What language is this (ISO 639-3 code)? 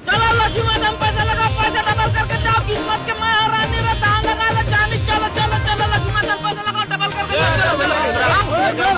hne